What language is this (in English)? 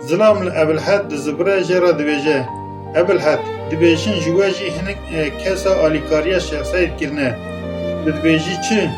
Kurdish